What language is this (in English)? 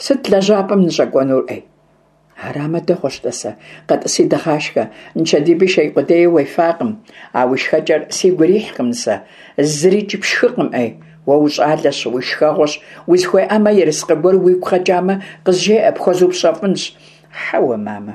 Kabardian